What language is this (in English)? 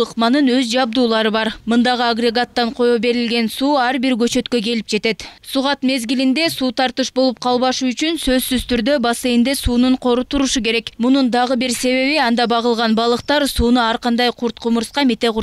Kyrgyz